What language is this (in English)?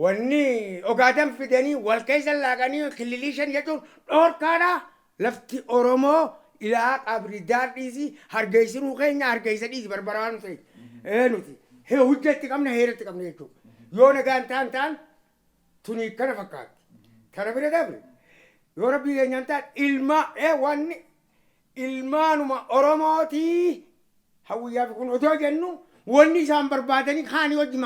Oromo